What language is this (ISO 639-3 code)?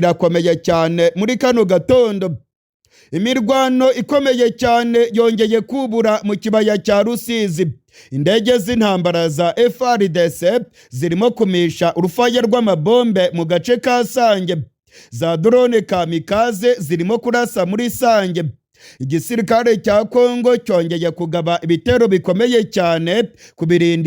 run